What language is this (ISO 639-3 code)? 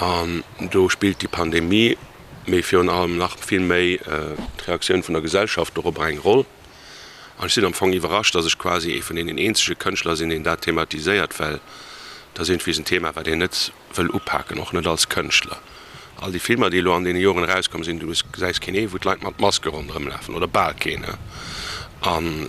ltz